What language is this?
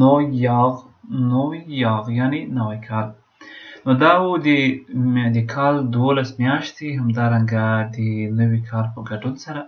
Pashto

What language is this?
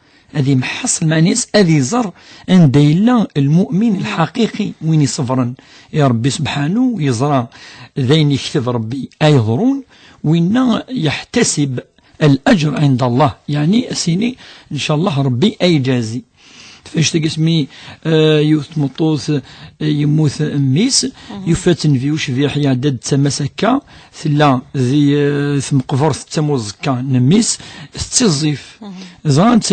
Kabyle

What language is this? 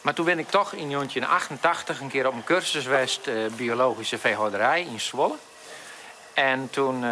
Western Frisian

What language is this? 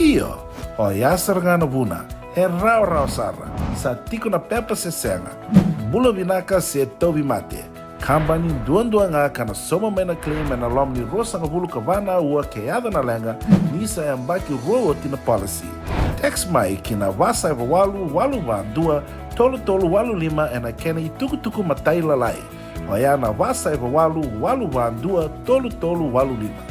Fijian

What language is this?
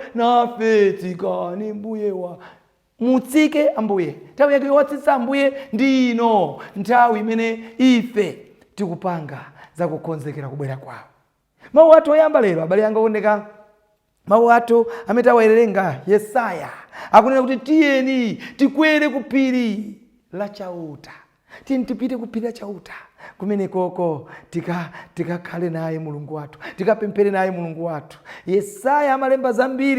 Nyanja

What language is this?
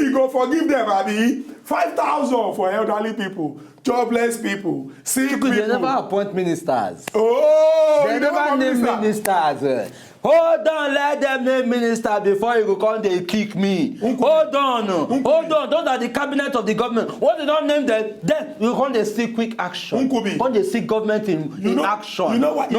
Nigerian Pidgin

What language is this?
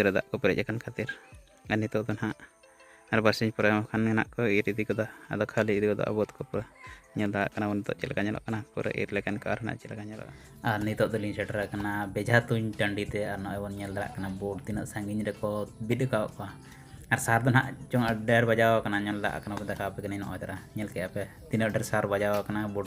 Santali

